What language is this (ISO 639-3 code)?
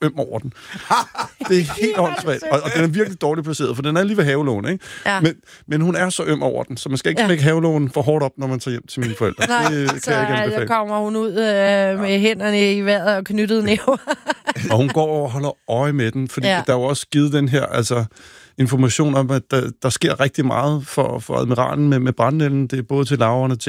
dan